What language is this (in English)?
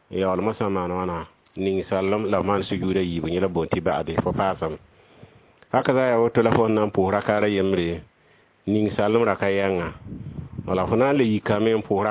Mossi